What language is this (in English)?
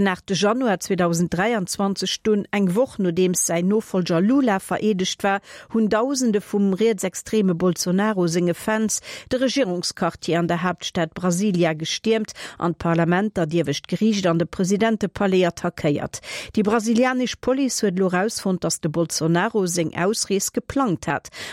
Luxembourgish